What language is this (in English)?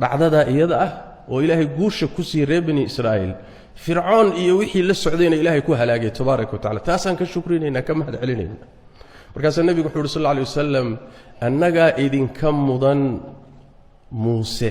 Somali